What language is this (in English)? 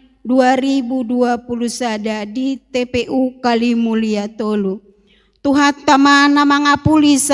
Batak Toba